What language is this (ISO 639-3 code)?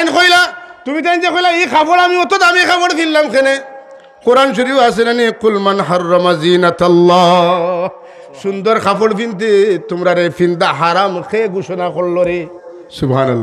syl